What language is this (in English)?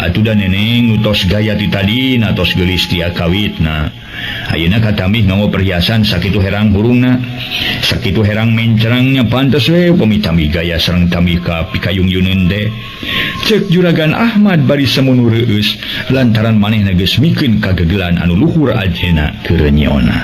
Sundanese